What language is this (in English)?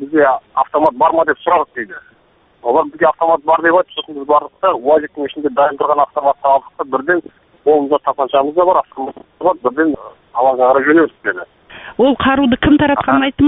Kazakh